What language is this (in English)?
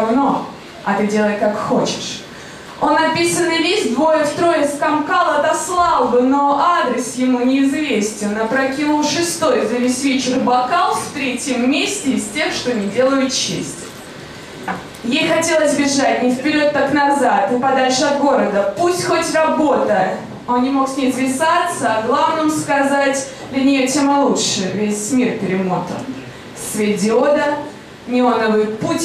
Russian